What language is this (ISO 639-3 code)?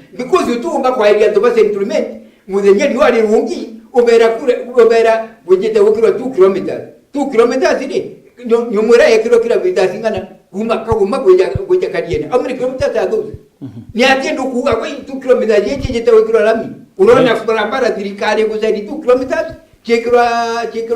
mer